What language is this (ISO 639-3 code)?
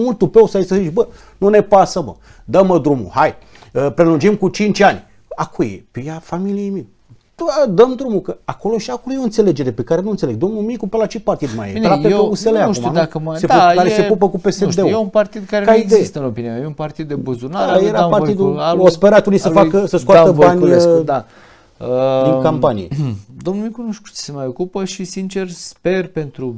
ron